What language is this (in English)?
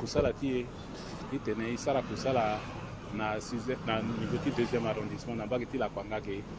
Sango